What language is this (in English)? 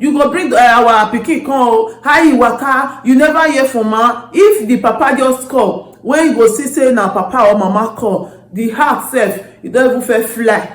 Nigerian Pidgin